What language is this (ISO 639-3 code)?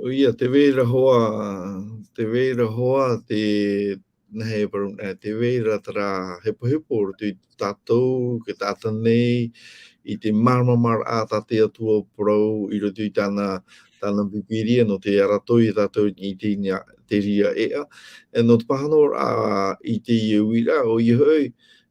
tah